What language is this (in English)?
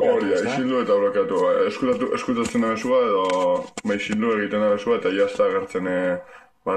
Basque